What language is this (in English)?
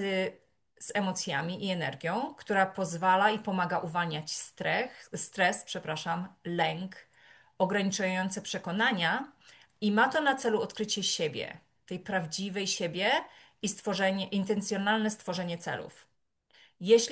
Polish